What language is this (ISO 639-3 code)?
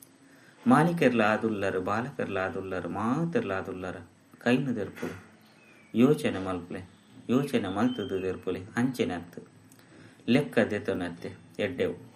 tcy